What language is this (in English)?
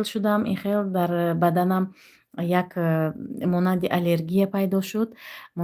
Tajik